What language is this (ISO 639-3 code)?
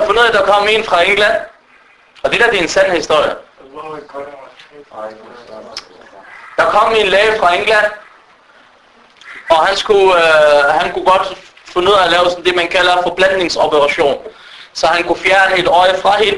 dan